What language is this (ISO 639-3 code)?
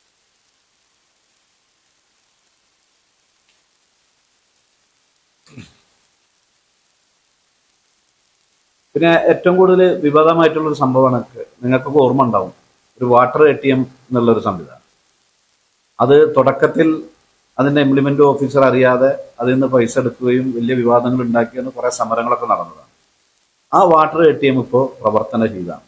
mal